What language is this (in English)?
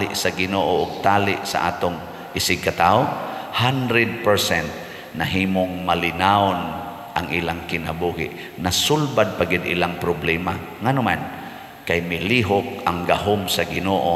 Cebuano